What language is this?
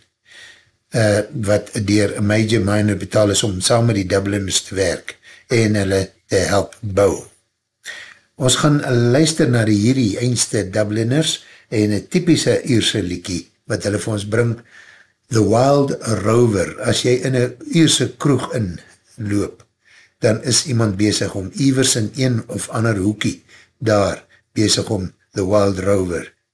Afrikaans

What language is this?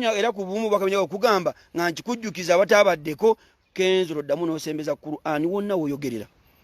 Ganda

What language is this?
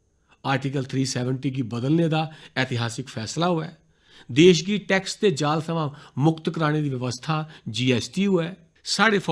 Dogri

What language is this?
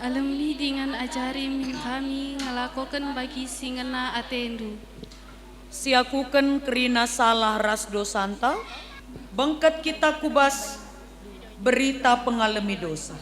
Batak Karo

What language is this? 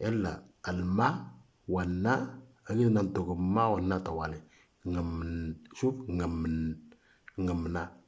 Moro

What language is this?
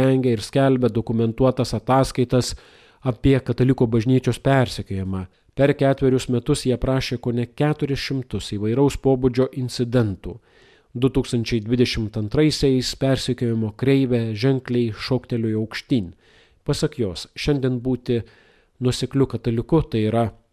Lithuanian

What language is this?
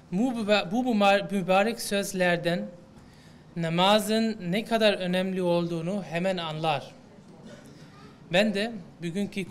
Turkish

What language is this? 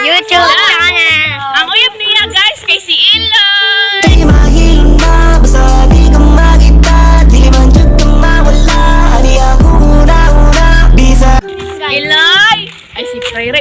Cebuano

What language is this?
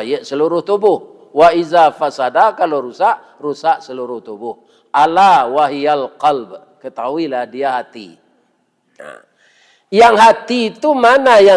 Minangkabau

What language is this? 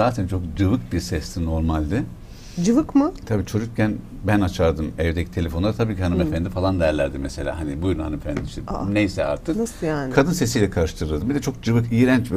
Turkish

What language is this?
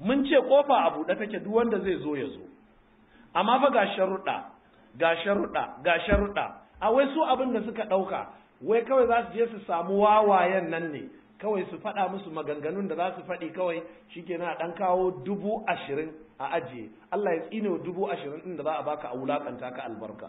Hausa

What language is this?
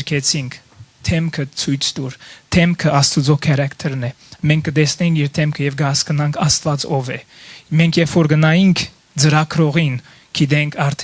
Western Armenian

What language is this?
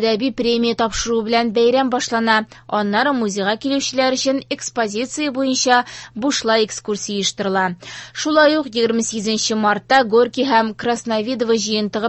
Tatar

